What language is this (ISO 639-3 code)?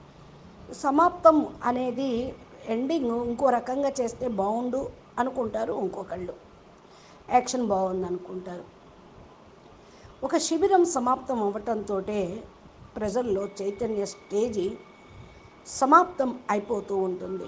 tel